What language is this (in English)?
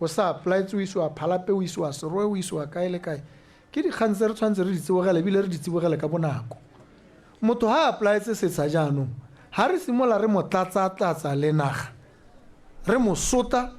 Tswana